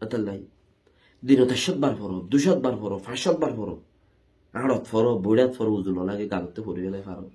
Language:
Rohingya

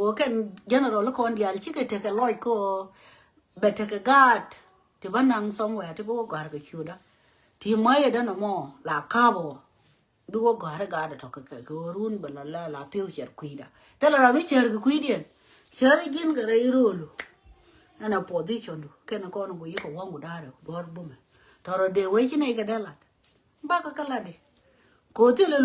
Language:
Nuer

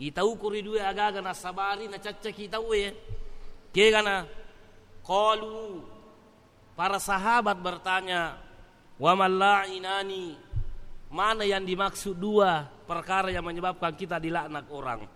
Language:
Buginese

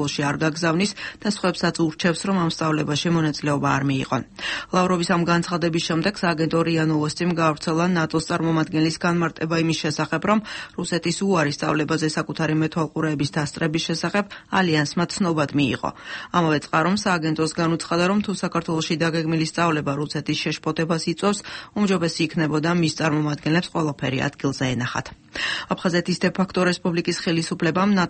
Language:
Georgian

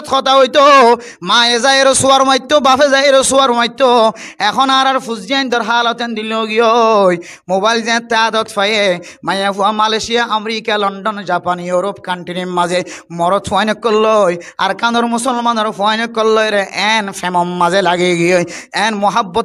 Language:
Rohingya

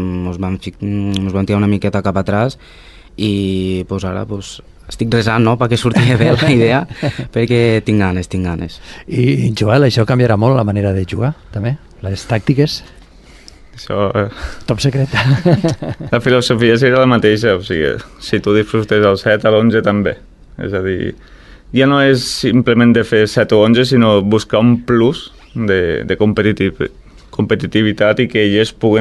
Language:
Catalan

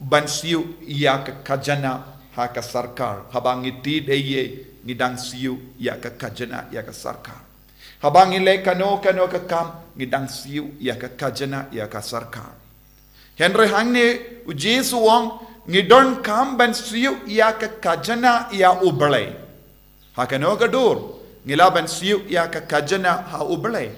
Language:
Khasi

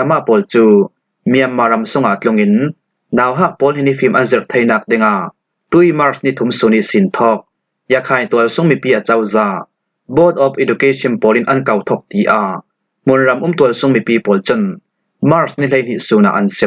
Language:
Falam Chin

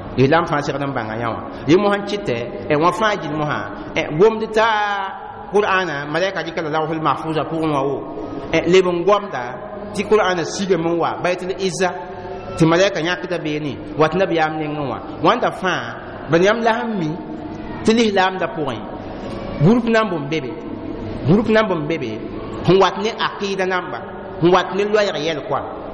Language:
Mossi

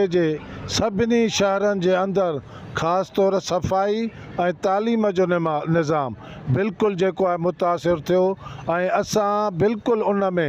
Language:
Sindhi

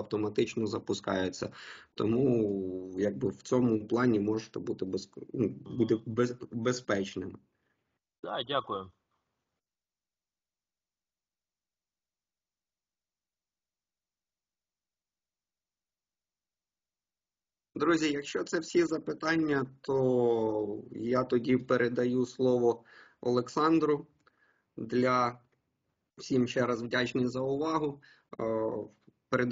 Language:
Ukrainian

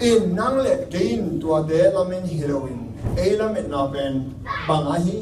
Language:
Tedim Chin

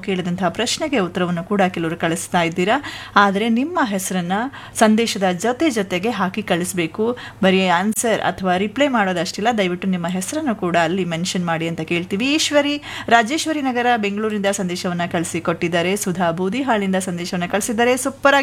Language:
Kannada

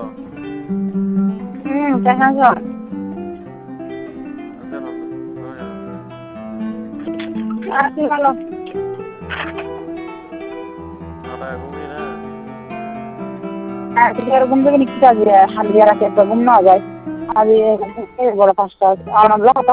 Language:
Bangla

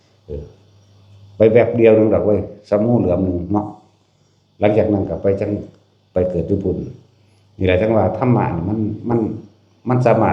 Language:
Northeastern Thai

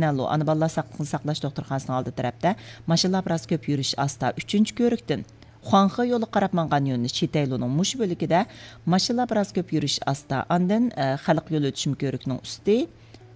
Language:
Uyghur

